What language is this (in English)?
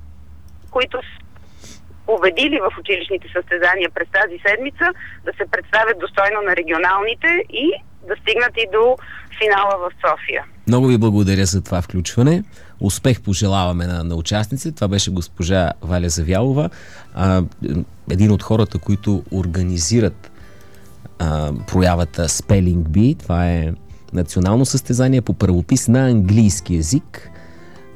Bulgarian